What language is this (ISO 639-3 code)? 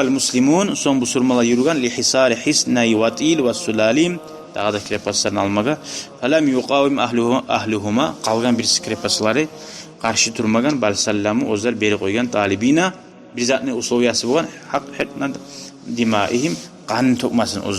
kum